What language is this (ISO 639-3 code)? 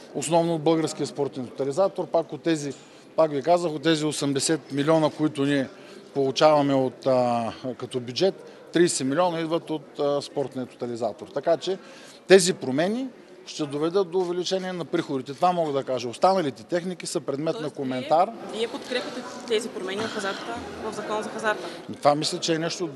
bul